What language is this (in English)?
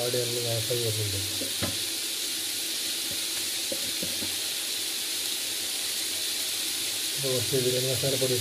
Malayalam